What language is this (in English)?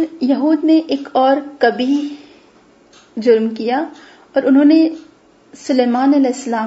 Urdu